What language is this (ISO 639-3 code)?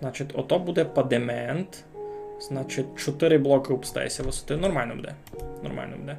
rue